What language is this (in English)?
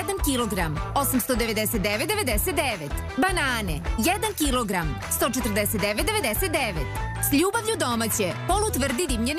Serbian